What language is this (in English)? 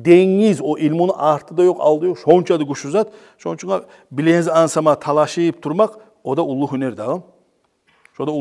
Kumyk